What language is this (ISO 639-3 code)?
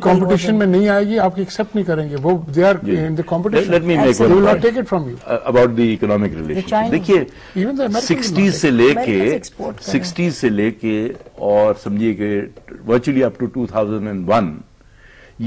urd